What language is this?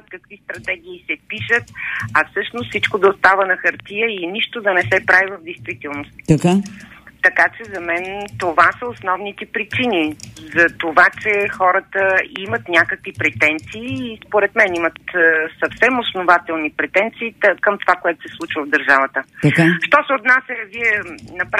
Bulgarian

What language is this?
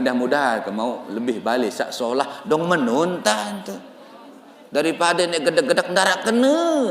Sasak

